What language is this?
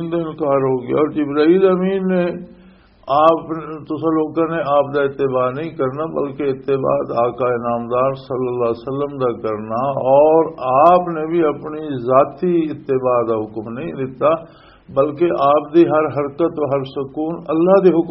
Western Panjabi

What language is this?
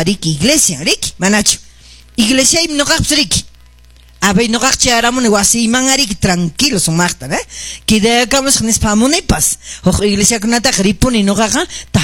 Quechua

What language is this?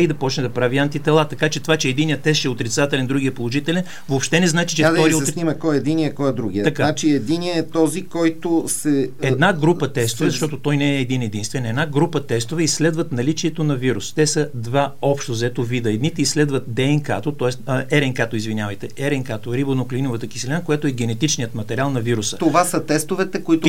Bulgarian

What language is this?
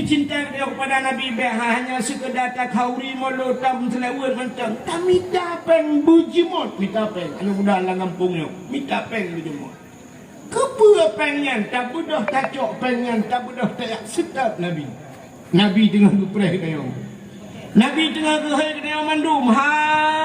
Achinese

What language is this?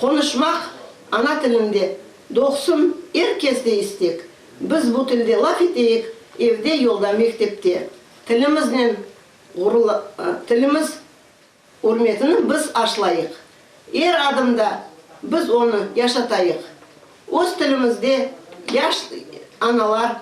Crimean Tatar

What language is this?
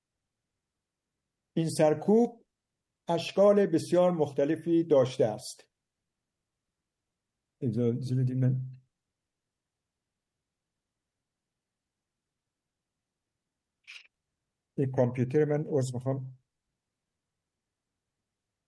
Persian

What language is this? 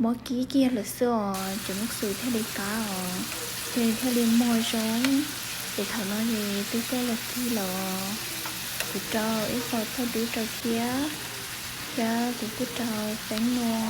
Hmong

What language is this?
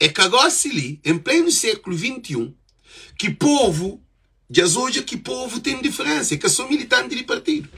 Kabuverdianu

